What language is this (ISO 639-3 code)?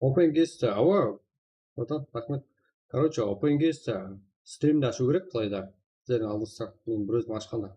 kaa